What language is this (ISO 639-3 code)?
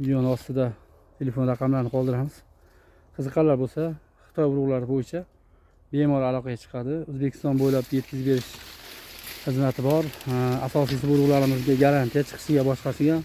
uzb